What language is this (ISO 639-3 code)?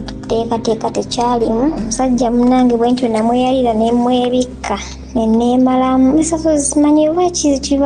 lug